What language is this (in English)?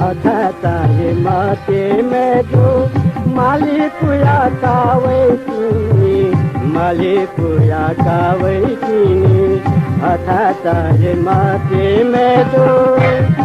Newari